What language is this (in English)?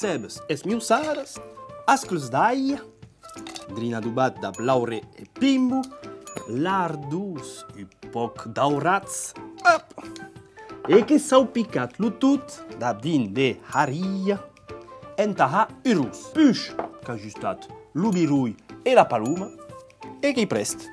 Occitan